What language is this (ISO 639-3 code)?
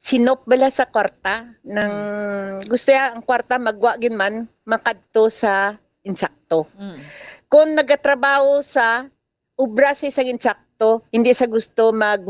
hil